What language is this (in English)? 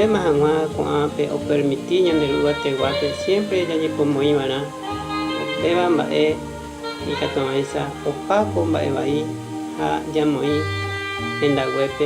Guarani